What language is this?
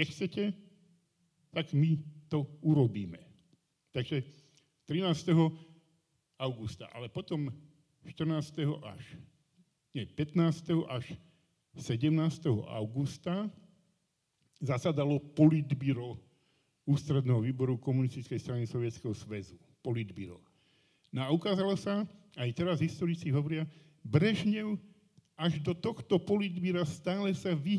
Slovak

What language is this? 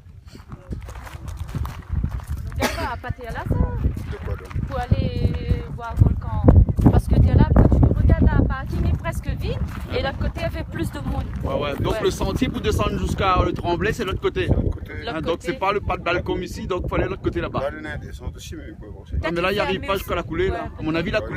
Réunion Creole French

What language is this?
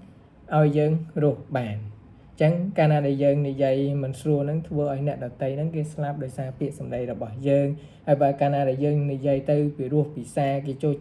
Khmer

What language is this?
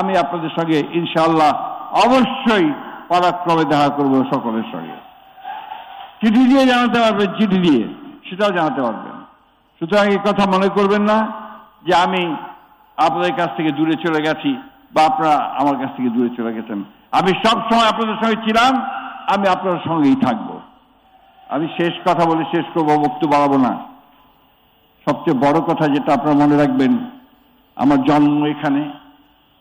Bangla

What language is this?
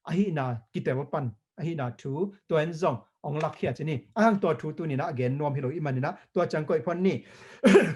Tedim Chin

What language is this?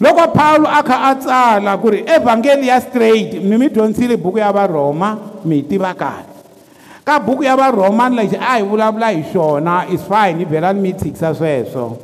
Tsonga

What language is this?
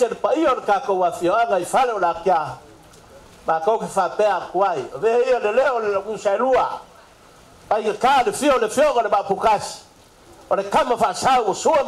Samoan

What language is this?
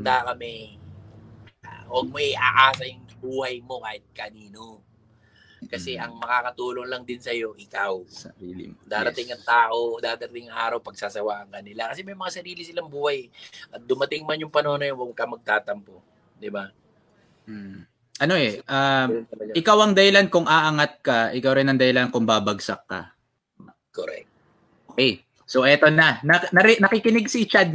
Filipino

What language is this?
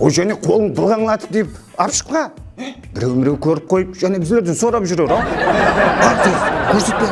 Kara-Kalpak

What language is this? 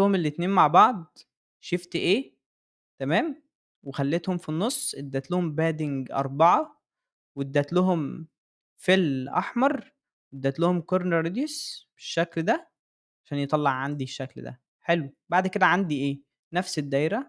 Egyptian Arabic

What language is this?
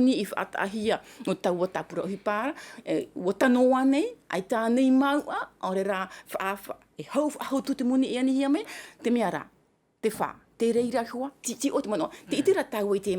Tahitian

